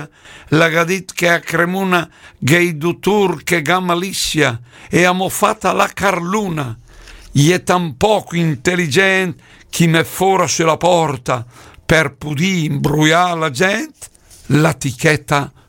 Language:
Lombard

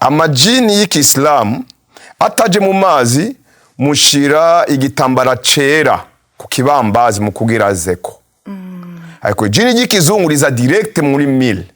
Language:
Rundi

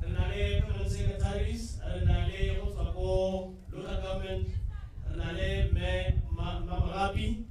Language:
Tswana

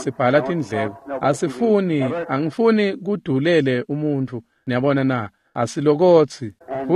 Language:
Swati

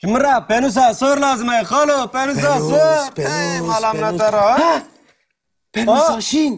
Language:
Kurdish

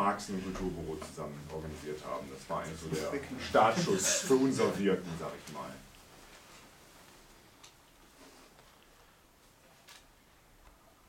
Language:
German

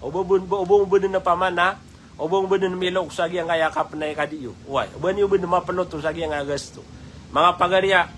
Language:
Maranao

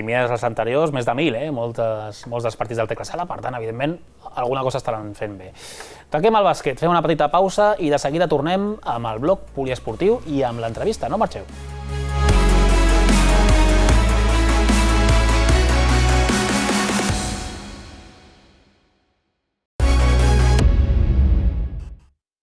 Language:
Catalan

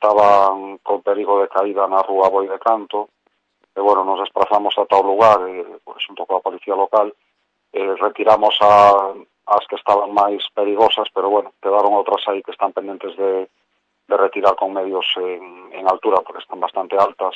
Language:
Galician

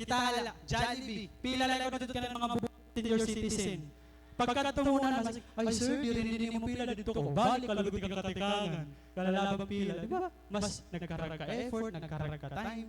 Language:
Waray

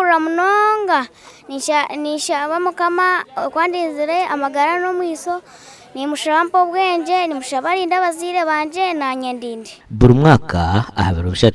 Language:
Nyankole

